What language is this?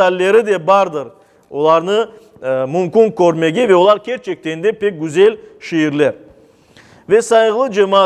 Crimean Tatar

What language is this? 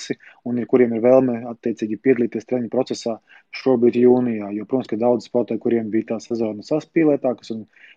Latvian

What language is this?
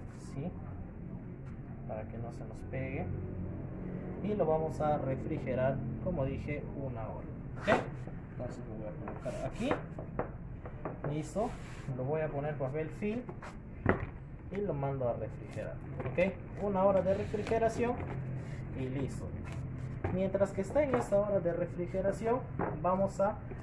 Spanish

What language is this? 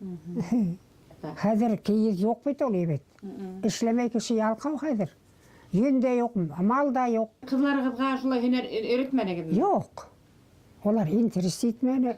Bashkir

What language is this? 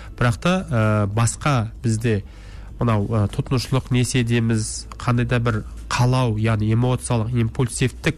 Kazakh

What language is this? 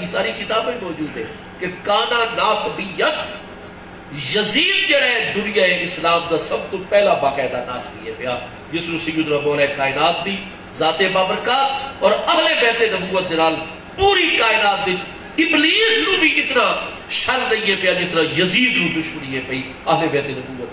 Saraiki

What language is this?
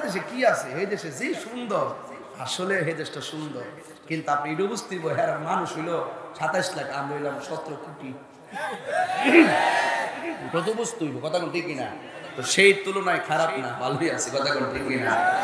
Bangla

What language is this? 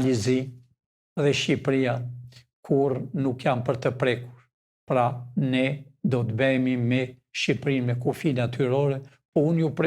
Albanian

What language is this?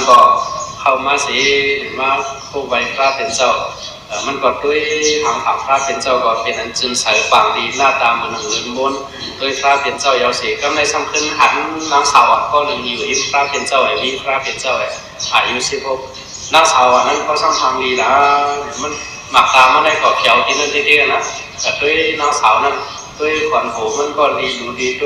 Shan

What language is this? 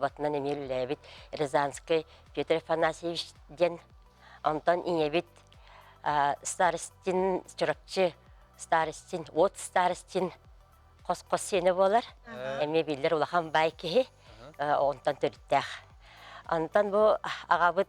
Yakut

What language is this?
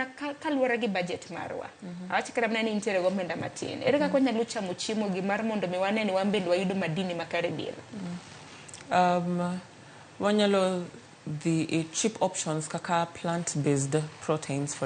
Luo (Kenya and Tanzania)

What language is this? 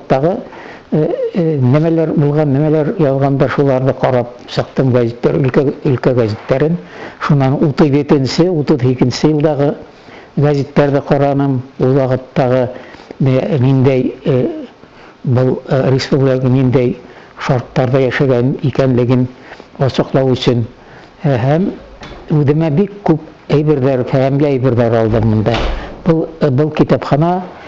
Bashkir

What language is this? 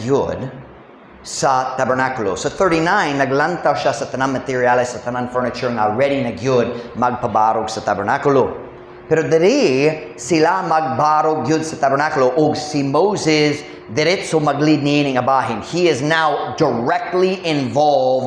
Cebuano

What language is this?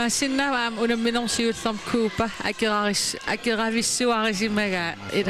Kalaallisut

